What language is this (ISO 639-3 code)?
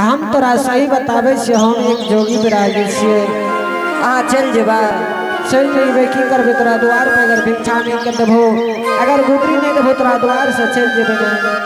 anp